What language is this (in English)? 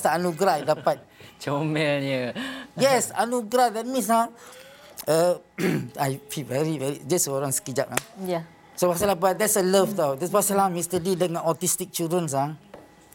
Malay